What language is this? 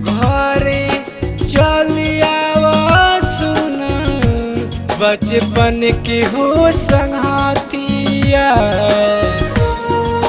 Bhojpuri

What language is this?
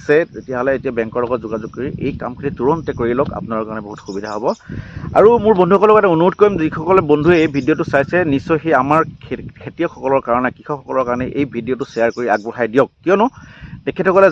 Assamese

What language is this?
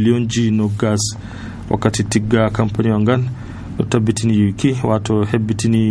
Nigerian Fulfulde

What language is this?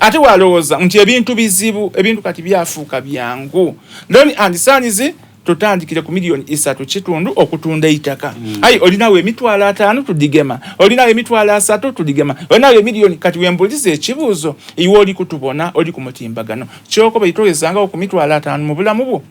Soga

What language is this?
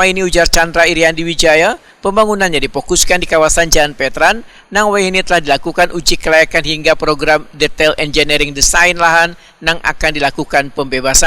Banjar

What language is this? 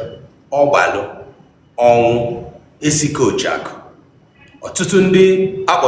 Igbo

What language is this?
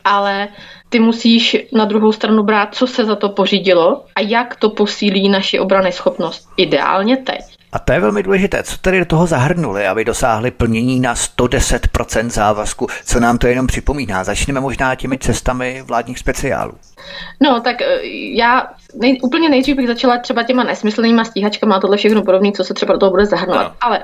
Czech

